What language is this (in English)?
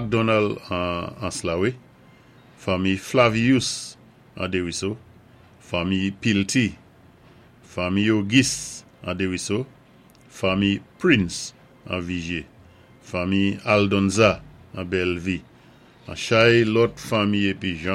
Saint Lucian Creole French